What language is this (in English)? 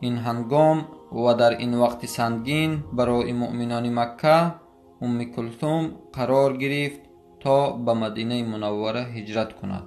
Tajik